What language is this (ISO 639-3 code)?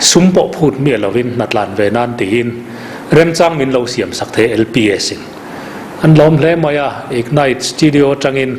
lus